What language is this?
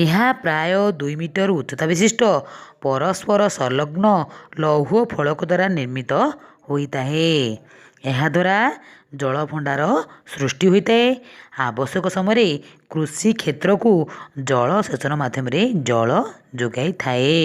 Odia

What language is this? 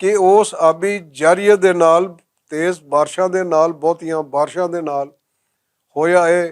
Western Panjabi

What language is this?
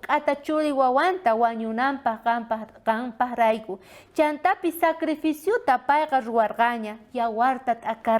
South Bolivian Quechua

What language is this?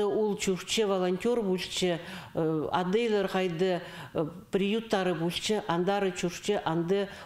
Khakas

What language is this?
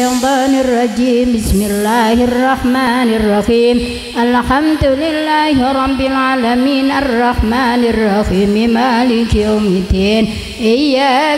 Arabic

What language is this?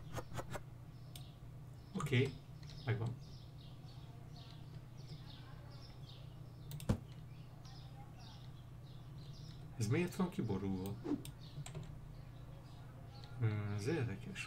Hungarian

